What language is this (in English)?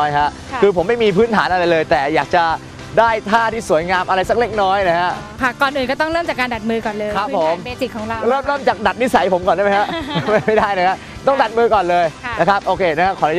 Thai